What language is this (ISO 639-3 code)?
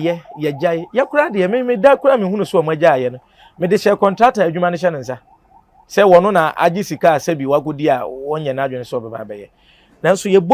aka